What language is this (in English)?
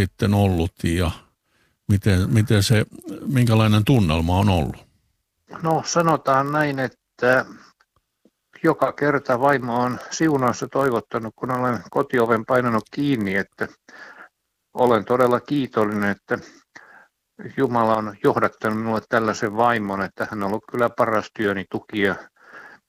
Finnish